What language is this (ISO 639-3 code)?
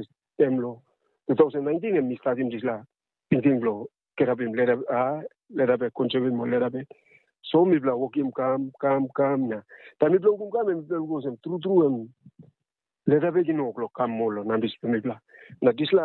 tpi